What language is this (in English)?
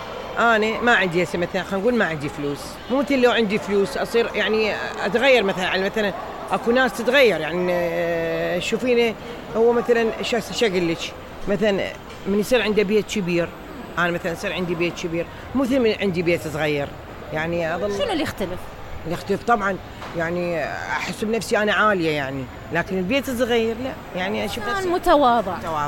Mesopotamian Arabic